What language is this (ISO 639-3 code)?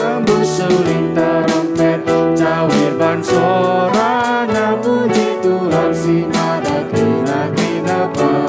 btx